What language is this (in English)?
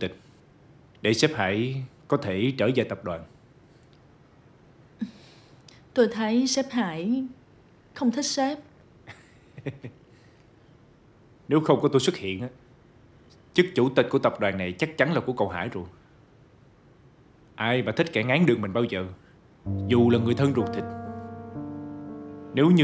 Vietnamese